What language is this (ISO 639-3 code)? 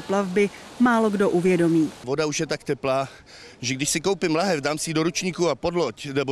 ces